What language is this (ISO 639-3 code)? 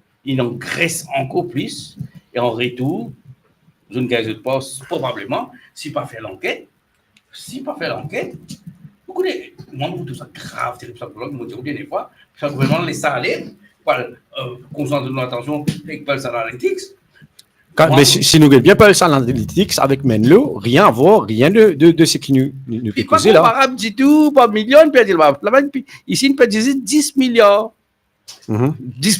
mfe